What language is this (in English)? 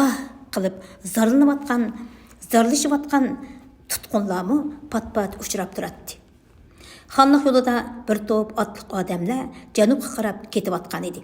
Uyghur